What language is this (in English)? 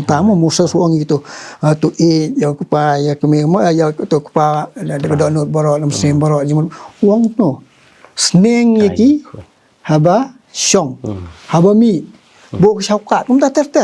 Khasi